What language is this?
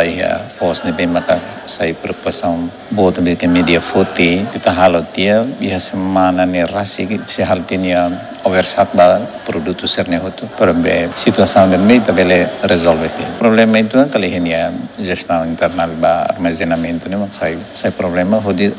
Tetum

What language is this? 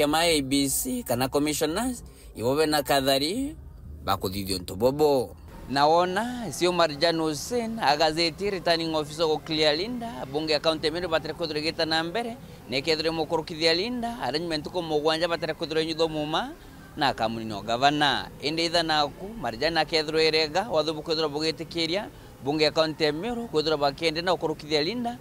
Meru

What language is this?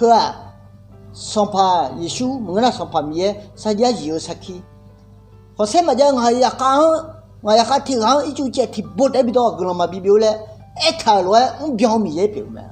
Akha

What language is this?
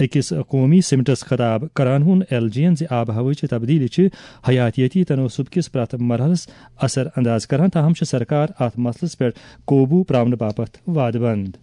Kashmiri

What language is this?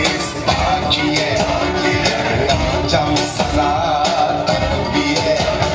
Turkish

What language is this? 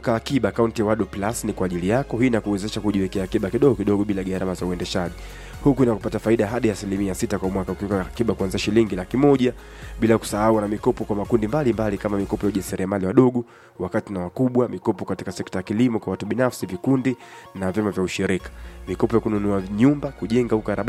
Swahili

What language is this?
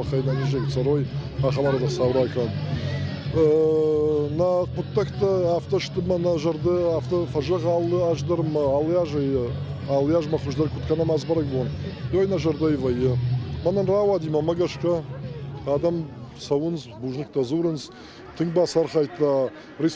Ossetic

